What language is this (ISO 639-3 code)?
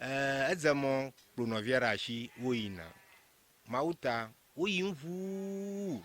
ewe